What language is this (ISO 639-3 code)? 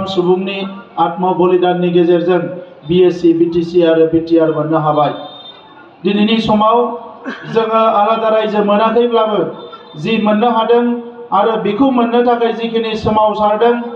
brx